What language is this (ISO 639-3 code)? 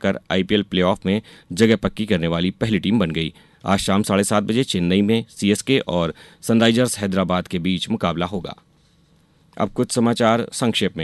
hin